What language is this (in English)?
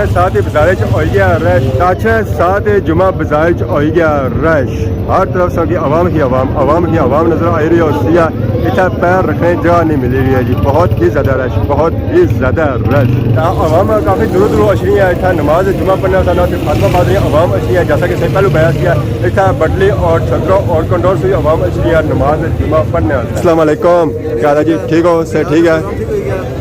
Pahari-Potwari